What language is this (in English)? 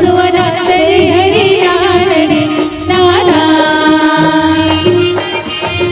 Chhattisgarhi